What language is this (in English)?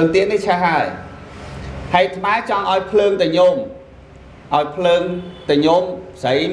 Khmer